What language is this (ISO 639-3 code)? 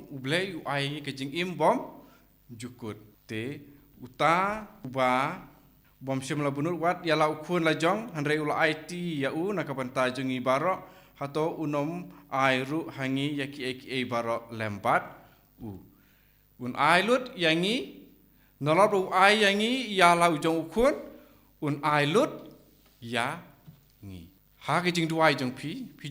kha